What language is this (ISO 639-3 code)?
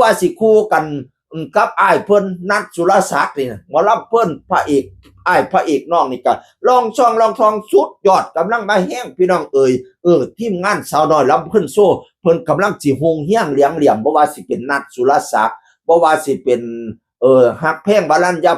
tts